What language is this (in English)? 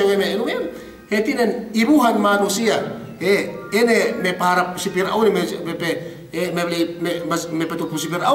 Yakan